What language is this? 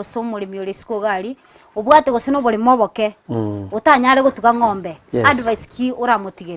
Gusii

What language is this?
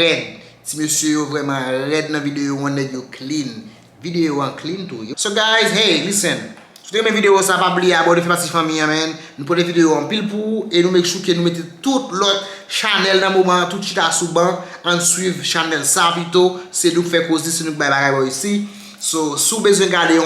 Haitian Creole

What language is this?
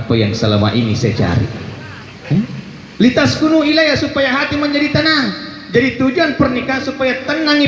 Buginese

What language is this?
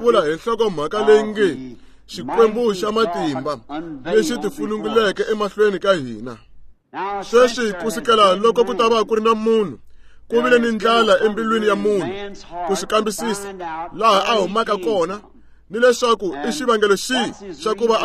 Tsonga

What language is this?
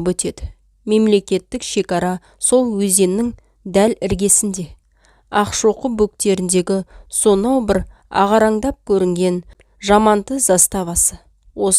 Kazakh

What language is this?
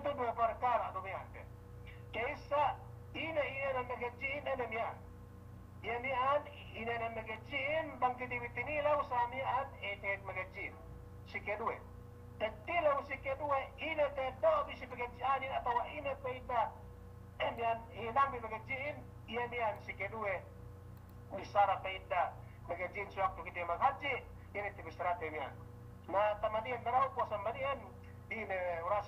Yakan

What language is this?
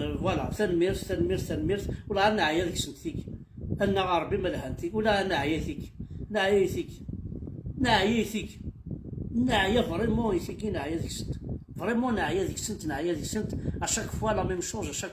Kabyle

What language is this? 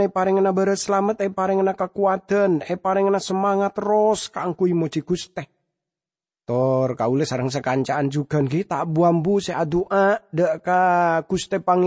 Madurese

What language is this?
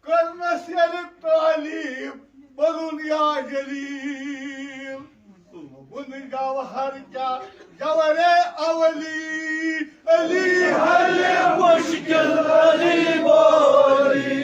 Kashmiri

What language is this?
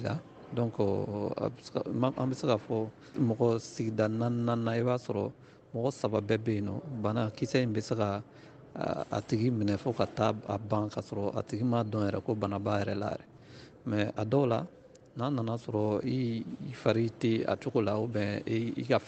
Bambara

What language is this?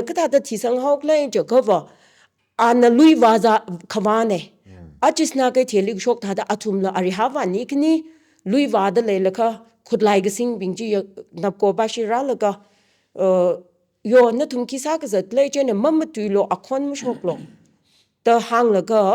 Tangkhul Naga (India)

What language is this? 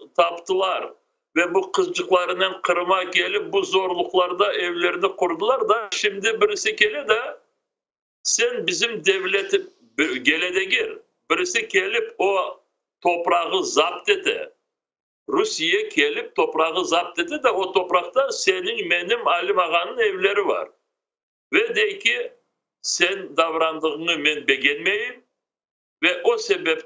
Crimean Tatar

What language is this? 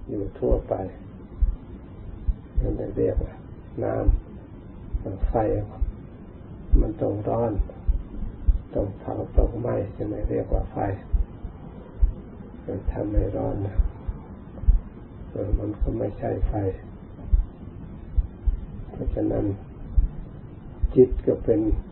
Thai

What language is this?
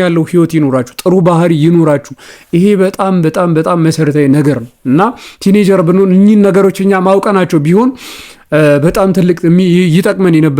Amharic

